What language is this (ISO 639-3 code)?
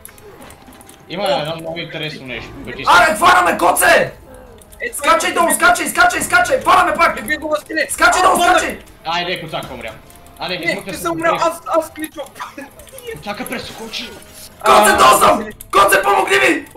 bul